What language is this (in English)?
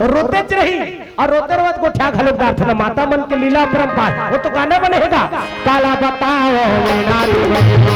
Chhattisgarhi